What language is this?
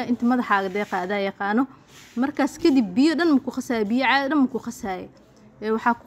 Somali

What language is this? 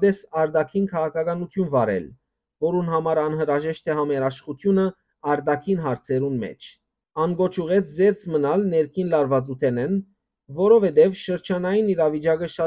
Western Armenian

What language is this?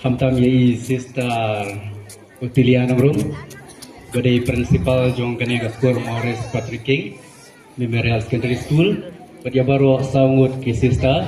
Khasi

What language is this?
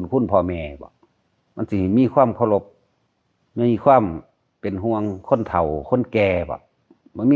Lao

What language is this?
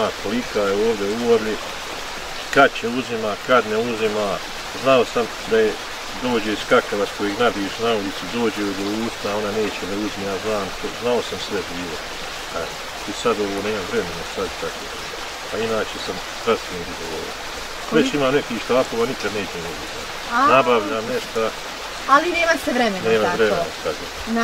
Bosnian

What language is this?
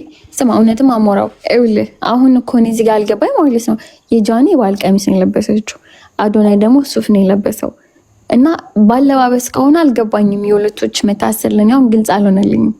Amharic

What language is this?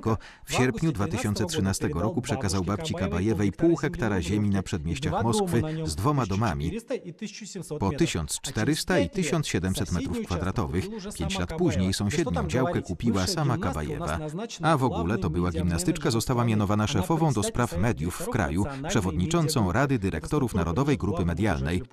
Polish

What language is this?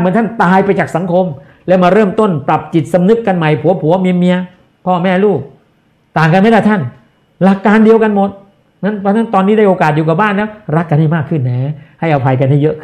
Thai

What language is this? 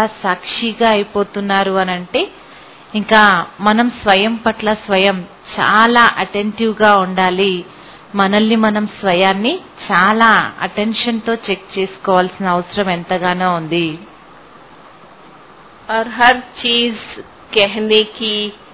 Telugu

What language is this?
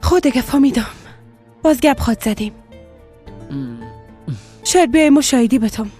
Persian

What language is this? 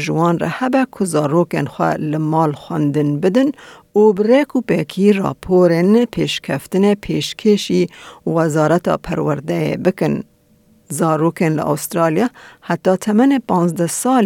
Kurdish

